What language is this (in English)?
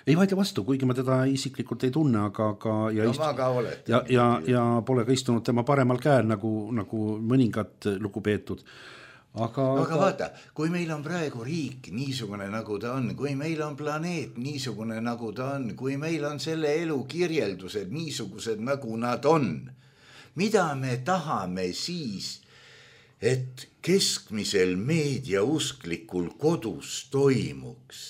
Estonian